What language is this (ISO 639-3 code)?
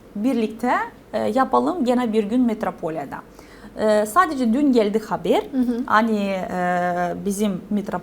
gag